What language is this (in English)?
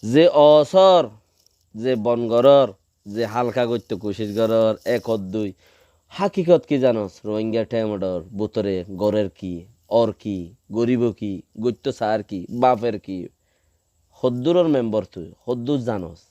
Rohingya